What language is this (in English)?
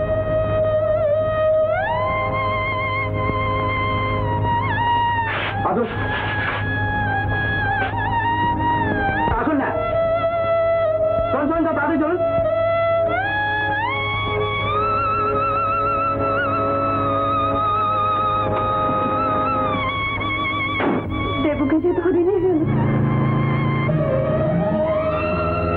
Bangla